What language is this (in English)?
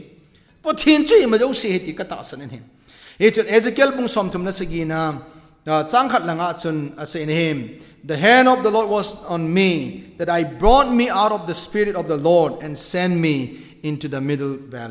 Thado Chin